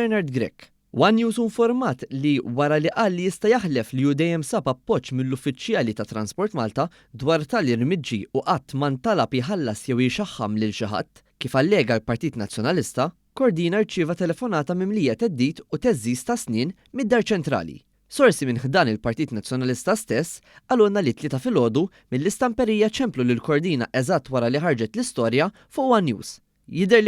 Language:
Maltese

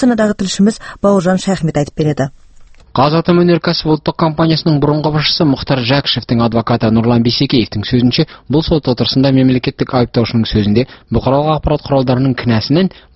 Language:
Kazakh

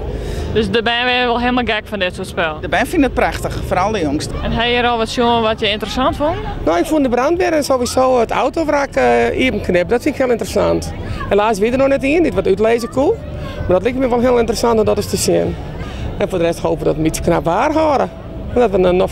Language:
Western Frisian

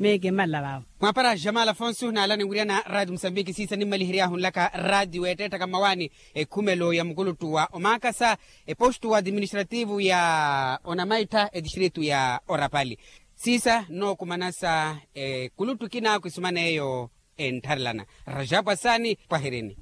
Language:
Makhuwa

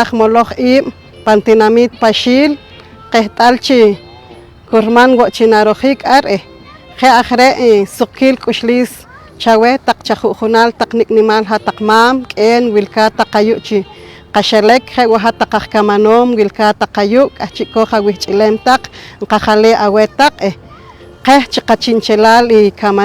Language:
Poqomchi'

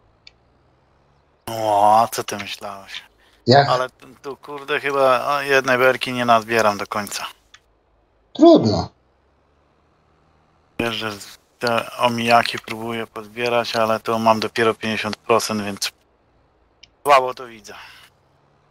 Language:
Polish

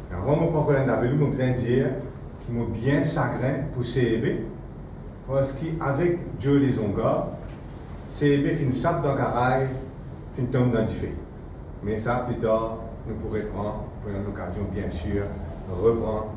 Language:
Morisyen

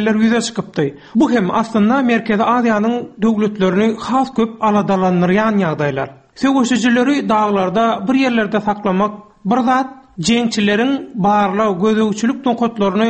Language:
Turkmen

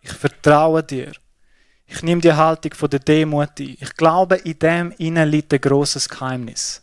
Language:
Swiss German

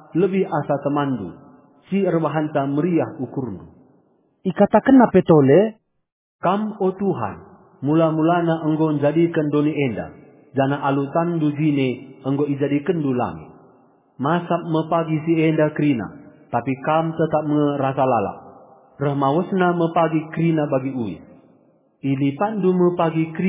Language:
Batak Karo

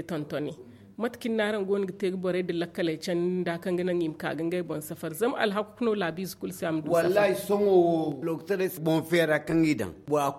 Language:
Zarma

